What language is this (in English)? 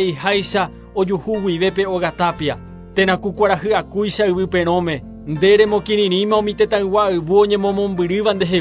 Guarani